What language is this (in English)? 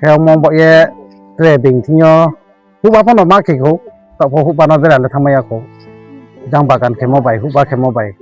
Riang (India)